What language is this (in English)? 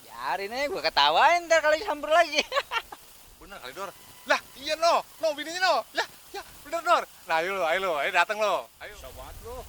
Betawi